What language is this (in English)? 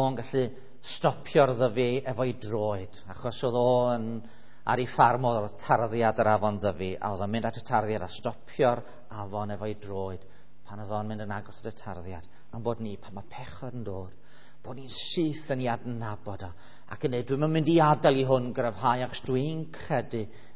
Welsh